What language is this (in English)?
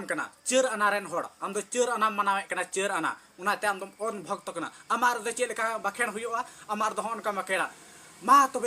Santali